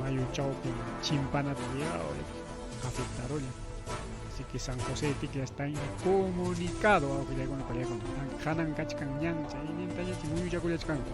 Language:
Ayacucho Quechua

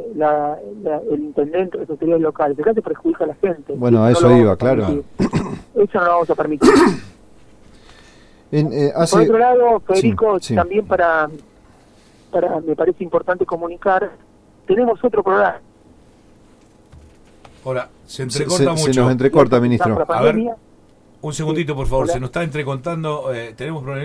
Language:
Spanish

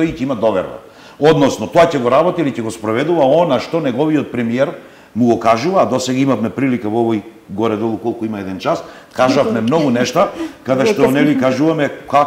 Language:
Macedonian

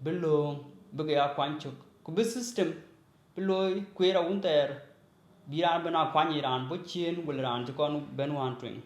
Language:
Dinka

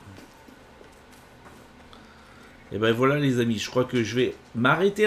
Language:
French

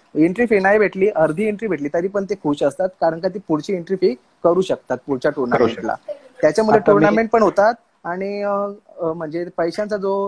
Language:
Marathi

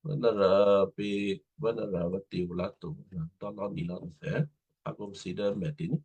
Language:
Western Kayah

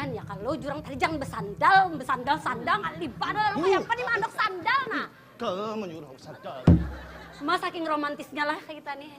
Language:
Banjar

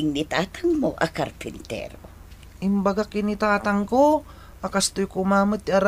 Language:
Iloko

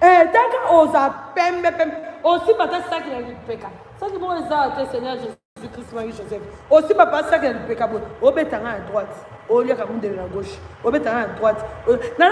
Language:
Lingala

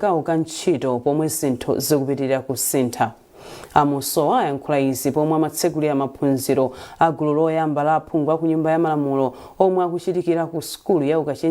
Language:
Nyanja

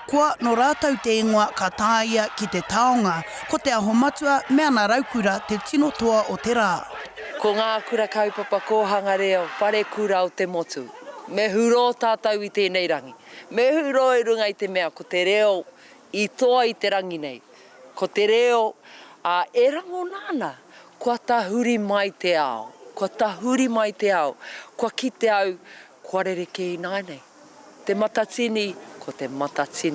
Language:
Māori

